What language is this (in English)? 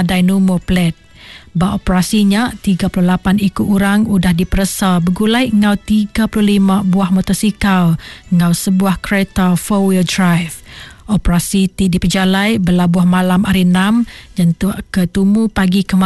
Iban